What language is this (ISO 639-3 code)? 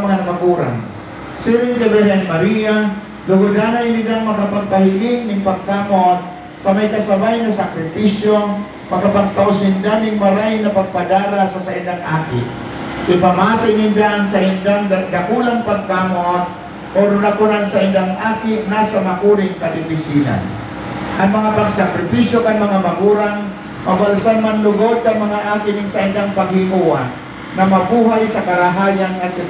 bik